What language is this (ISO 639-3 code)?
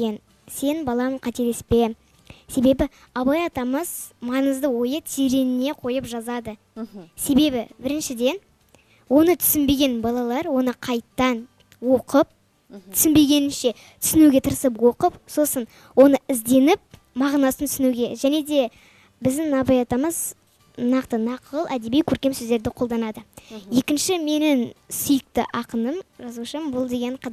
kaz